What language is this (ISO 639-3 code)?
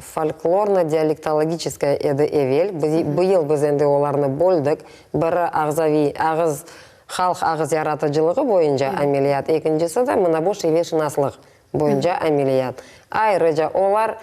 crh